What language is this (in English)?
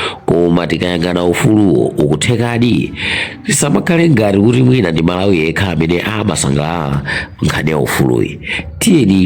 Nyanja